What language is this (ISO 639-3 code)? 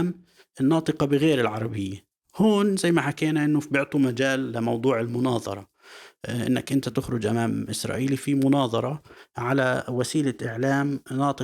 apc